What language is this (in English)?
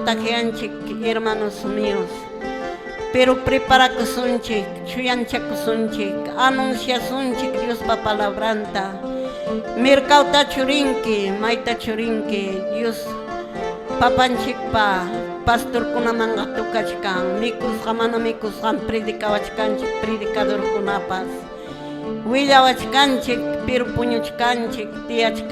Quechua